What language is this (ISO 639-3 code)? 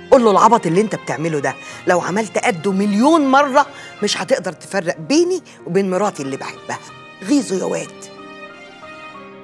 arz